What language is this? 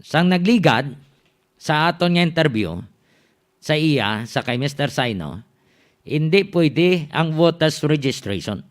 Hiligaynon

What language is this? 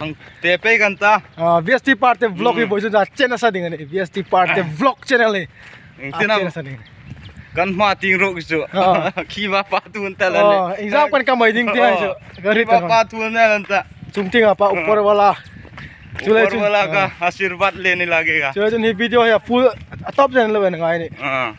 Hmar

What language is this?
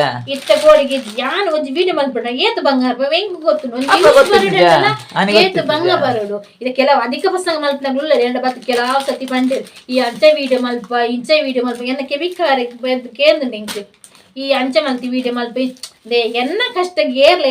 Tulu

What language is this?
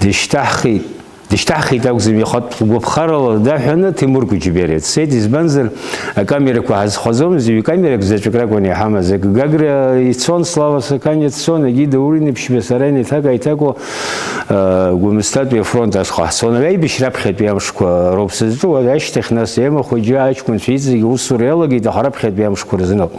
Abkhazian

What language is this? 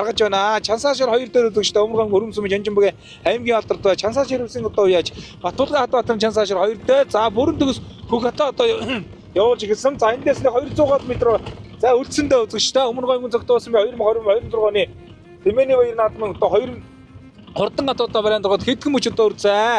Mongolian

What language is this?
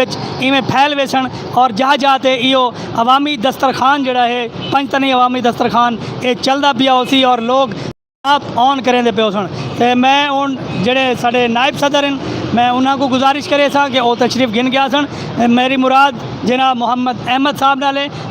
Saraiki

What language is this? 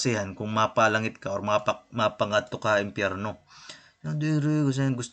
Waray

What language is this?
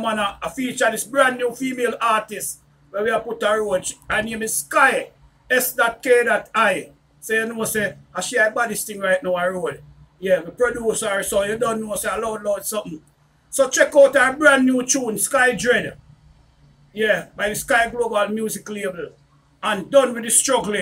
Jamaican Creole English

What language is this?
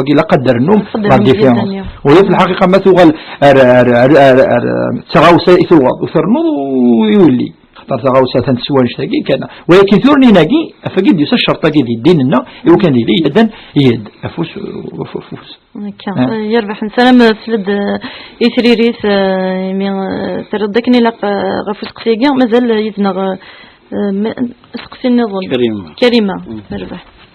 Kabyle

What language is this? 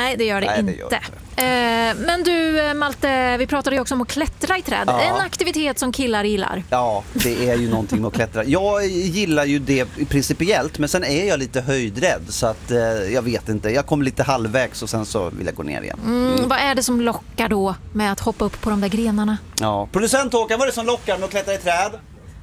Swedish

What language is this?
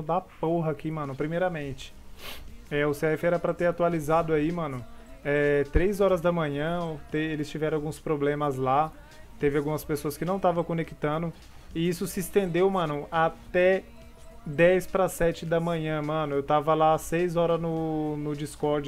Portuguese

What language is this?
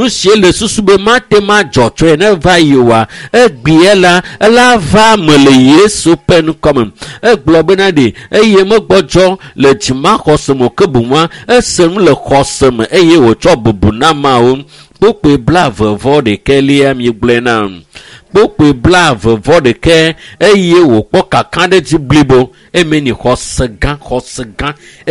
Ewe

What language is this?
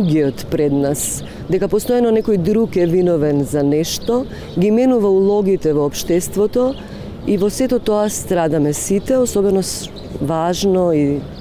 Macedonian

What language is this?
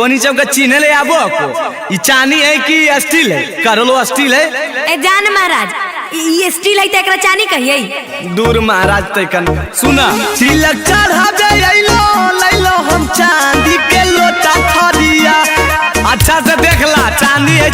Magahi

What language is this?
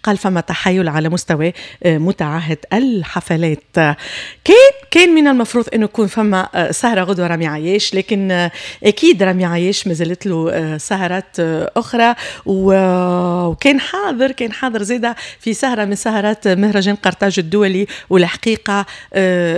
Tunisian Arabic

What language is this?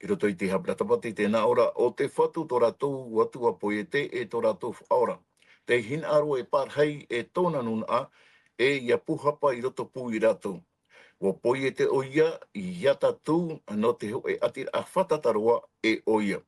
Tahitian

